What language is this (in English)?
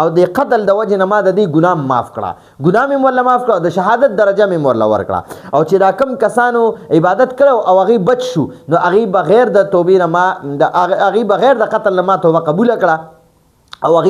Pashto